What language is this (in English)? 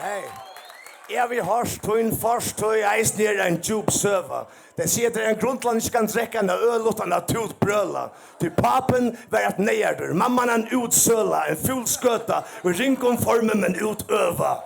Faroese